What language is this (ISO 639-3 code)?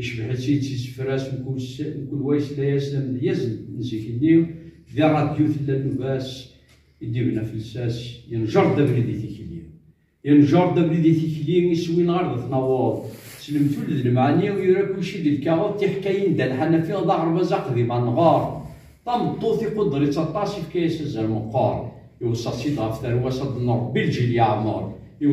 kab